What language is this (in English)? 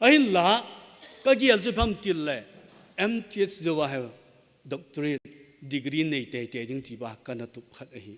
Thado Chin